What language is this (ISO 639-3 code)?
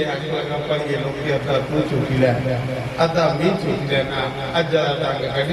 doi